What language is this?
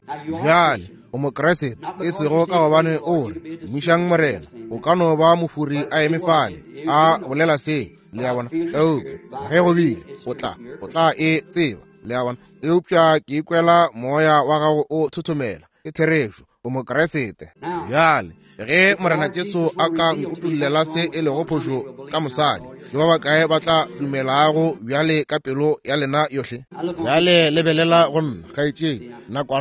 Northern Sotho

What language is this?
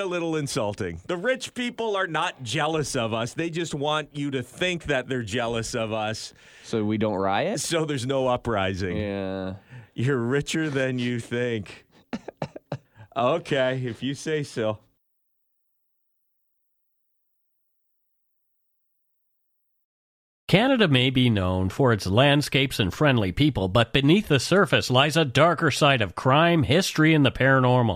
English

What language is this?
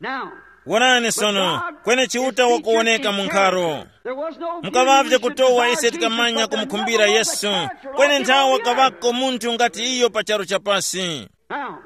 Tumbuka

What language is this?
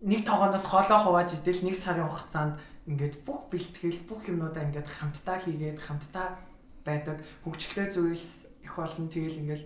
Mongolian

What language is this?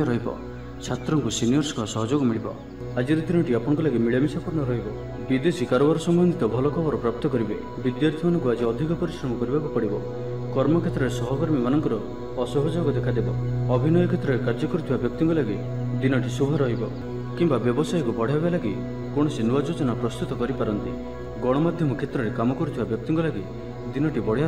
Odia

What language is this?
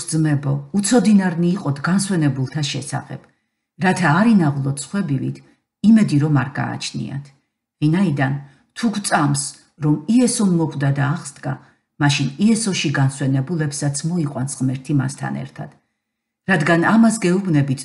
Georgian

